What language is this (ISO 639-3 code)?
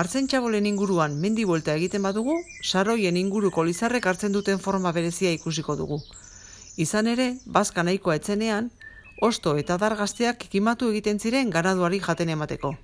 eus